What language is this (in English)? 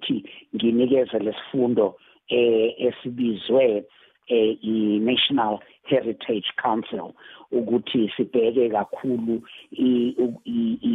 South Ndebele